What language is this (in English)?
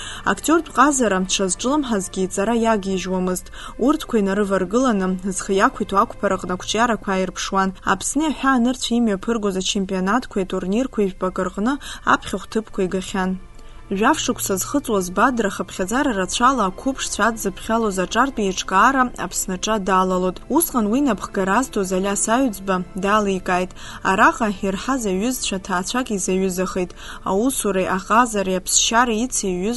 Abkhazian